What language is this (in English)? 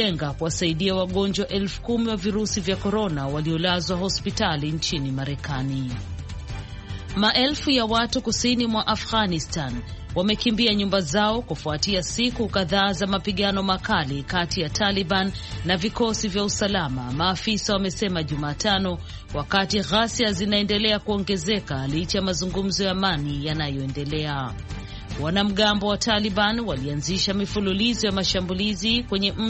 Swahili